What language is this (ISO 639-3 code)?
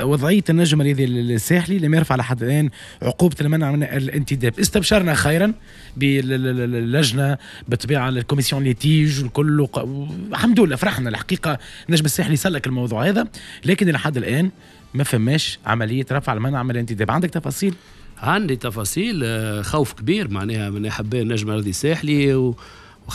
aeb